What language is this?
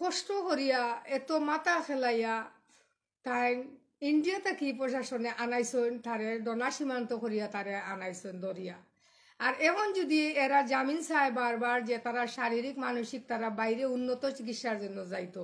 Sylheti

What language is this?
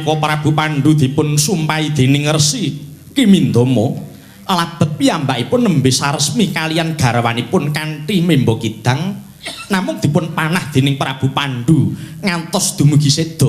Javanese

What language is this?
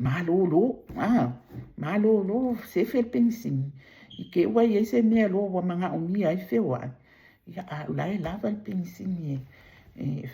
Samoan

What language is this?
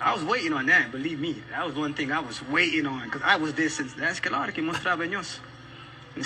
Kabuverdianu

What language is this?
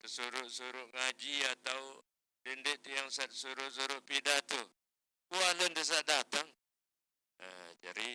Sasak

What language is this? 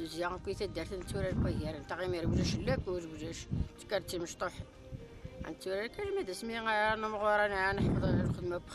Kabyle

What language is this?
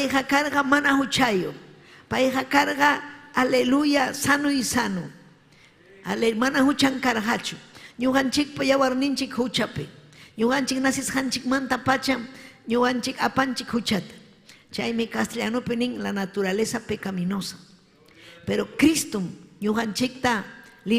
Ayacucho Quechua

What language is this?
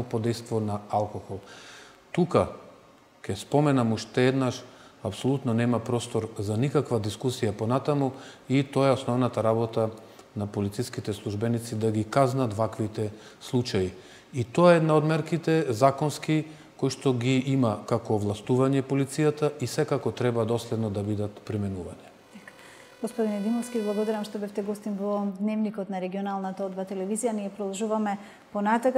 Macedonian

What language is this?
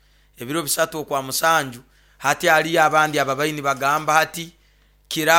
Nyoro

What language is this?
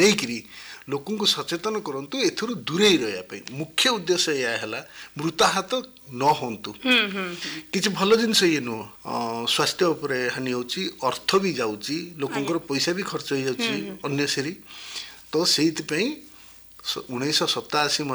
Odia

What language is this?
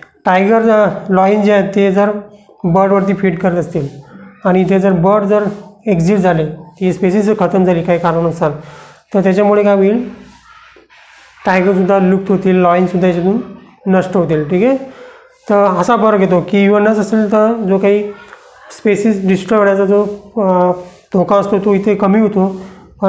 Marathi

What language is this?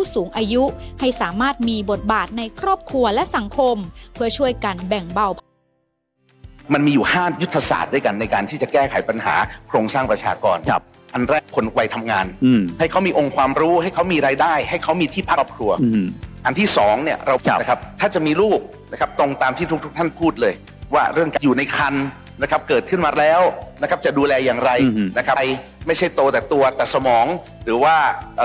Thai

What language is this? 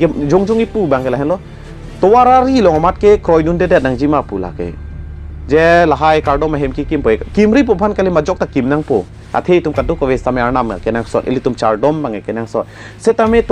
Karbi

